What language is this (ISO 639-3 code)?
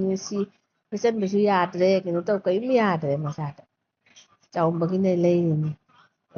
mni